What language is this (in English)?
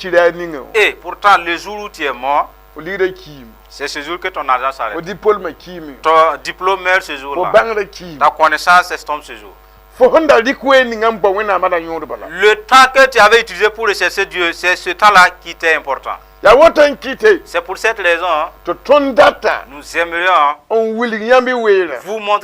Mossi